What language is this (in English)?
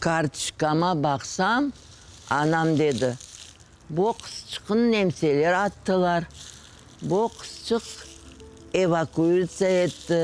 Crimean Tatar